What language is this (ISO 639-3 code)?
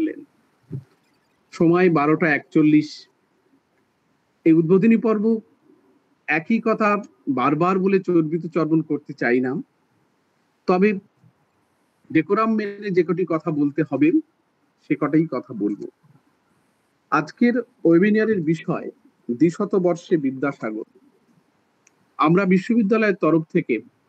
ben